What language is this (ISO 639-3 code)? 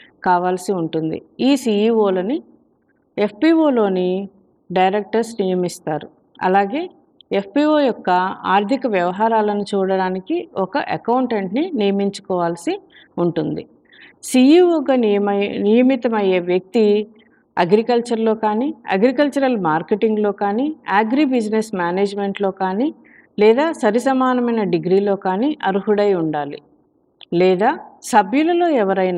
tel